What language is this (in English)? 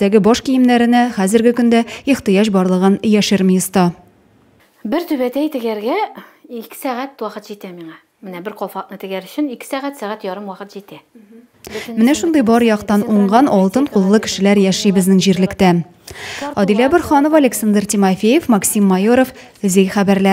Tatar